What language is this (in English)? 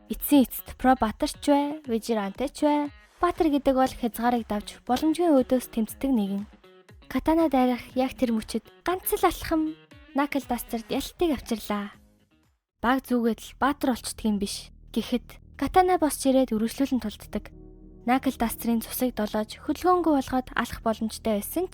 Mongolian